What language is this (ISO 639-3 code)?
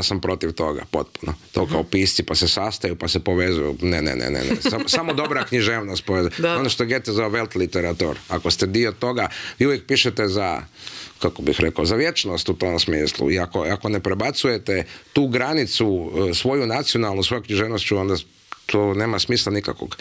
hrv